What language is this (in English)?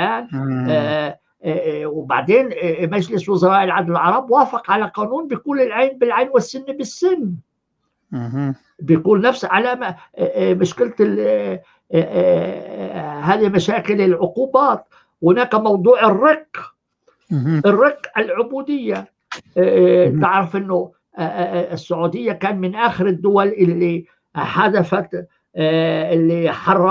North Levantine Arabic